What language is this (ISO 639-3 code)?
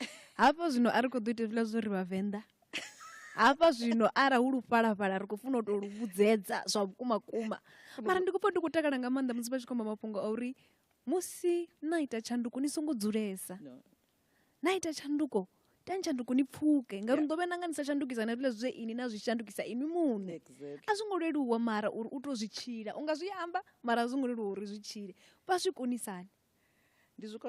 ven